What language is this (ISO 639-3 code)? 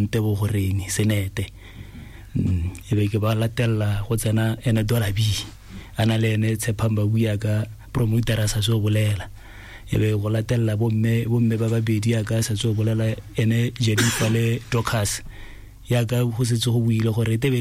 tsn